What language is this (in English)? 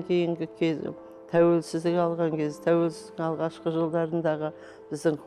Kazakh